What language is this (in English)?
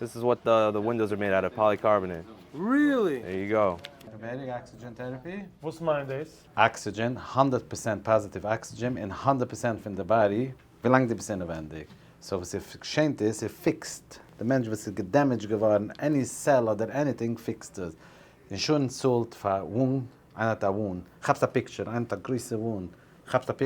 Yiddish